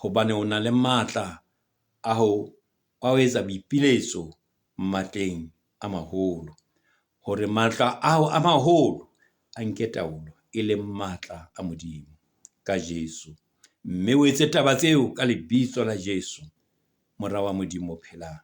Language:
Southern Sotho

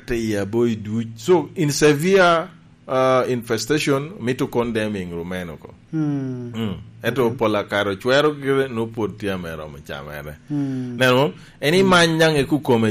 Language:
Lango (Uganda)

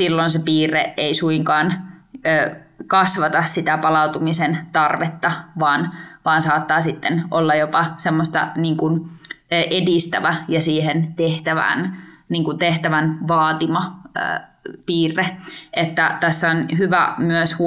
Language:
Finnish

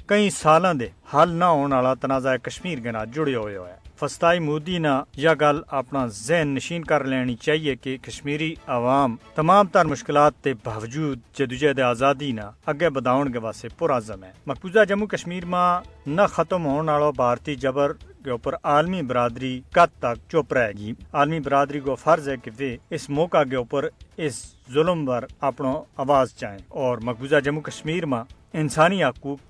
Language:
Gujari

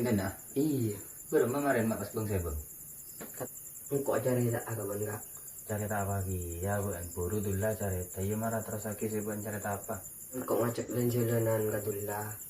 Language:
Madurese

